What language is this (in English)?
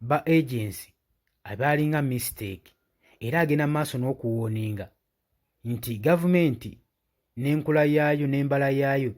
Ganda